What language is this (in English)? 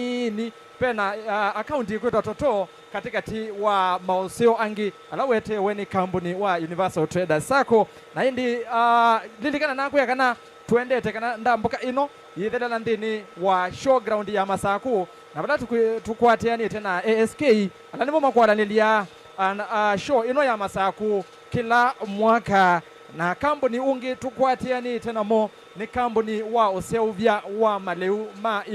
Kamba